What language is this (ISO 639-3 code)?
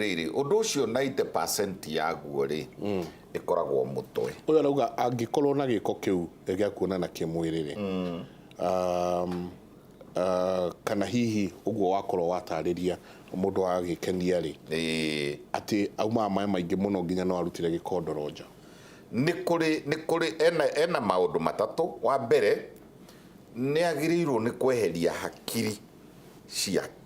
kik